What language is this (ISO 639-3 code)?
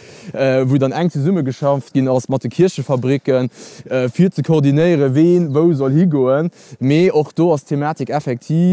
ltz